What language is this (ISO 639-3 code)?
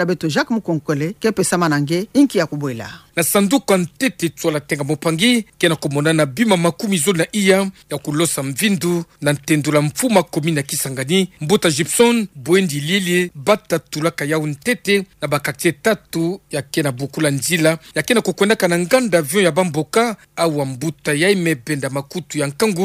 ktu